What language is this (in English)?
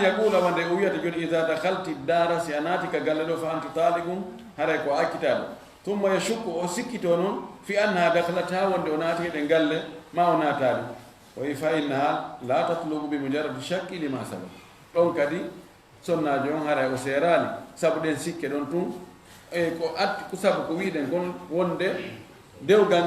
Fula